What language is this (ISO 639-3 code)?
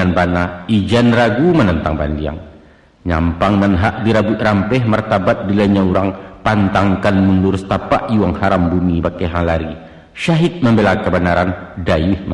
min